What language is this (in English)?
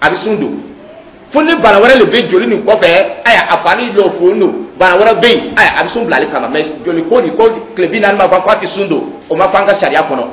Dyula